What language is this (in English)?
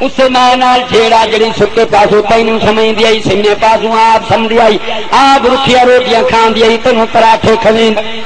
Saraiki